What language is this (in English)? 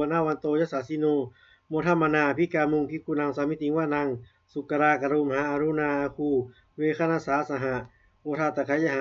Pali